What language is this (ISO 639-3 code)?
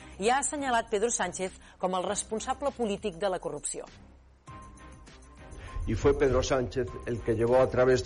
cat